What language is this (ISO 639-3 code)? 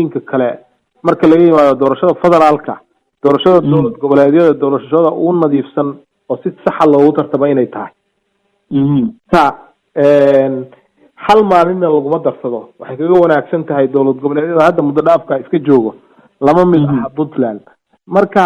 som